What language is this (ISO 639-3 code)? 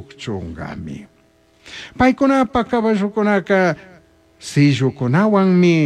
qug